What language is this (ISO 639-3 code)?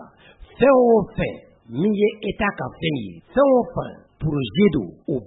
bam